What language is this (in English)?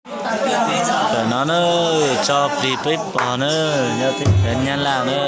Hmong